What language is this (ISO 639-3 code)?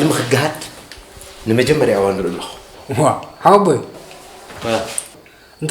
tir